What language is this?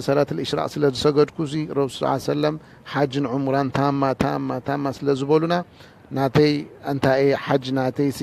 Tigrinya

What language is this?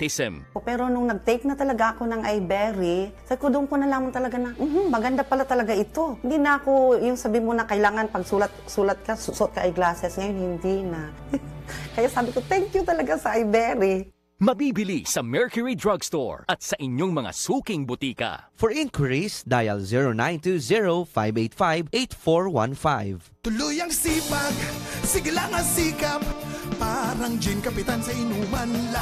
Filipino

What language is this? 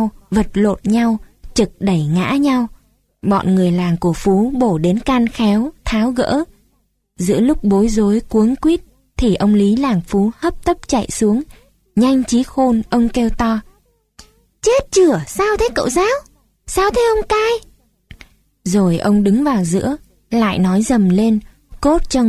Vietnamese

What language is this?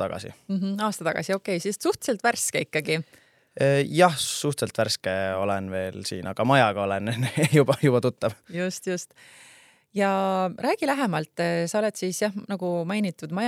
Estonian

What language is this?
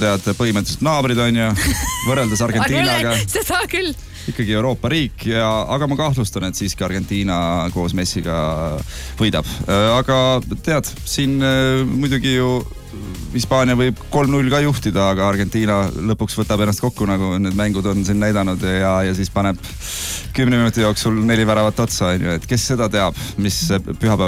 Estonian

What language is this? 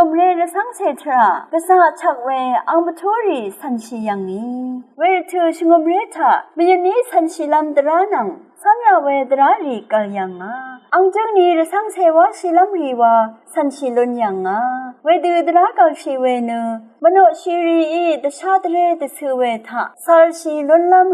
Rawang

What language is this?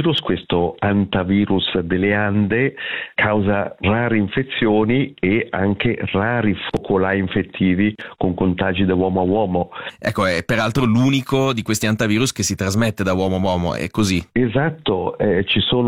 Italian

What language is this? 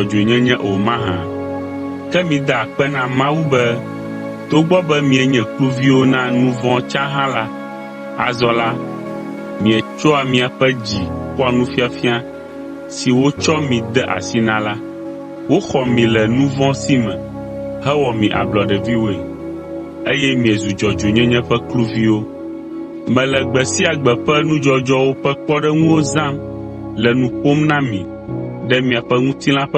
Ewe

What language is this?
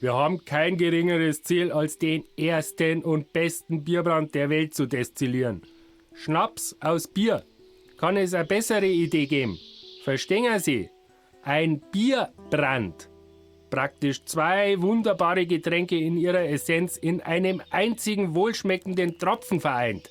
Bavarian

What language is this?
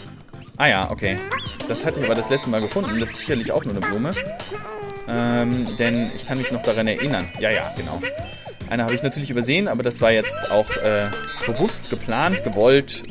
German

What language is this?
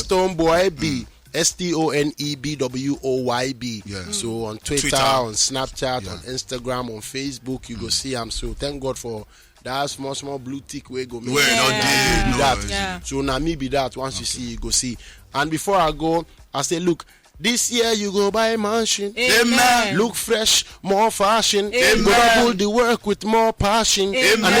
Nigerian Pidgin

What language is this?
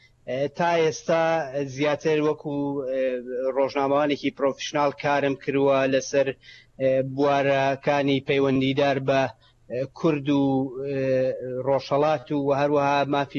Central Kurdish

